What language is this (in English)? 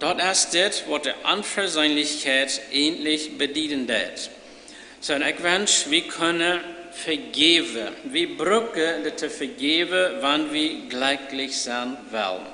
Plautdietsch